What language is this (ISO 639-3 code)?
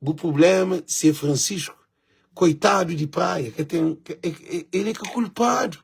kea